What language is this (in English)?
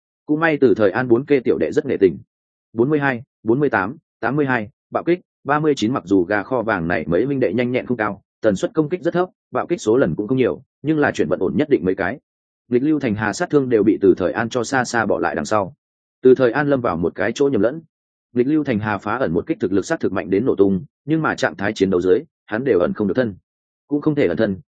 Vietnamese